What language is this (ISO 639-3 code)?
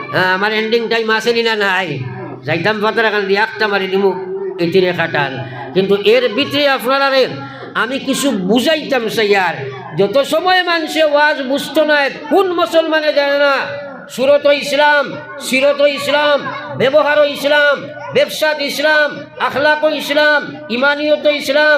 syl